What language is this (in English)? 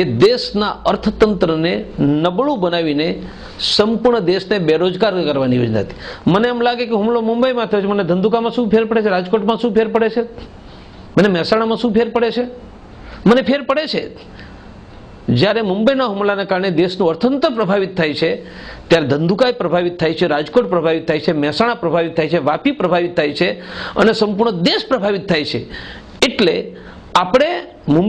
Gujarati